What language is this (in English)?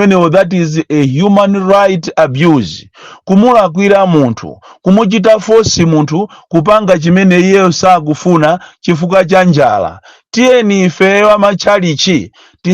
Nyanja